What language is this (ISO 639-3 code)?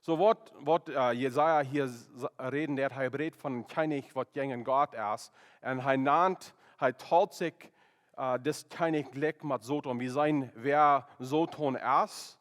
pdt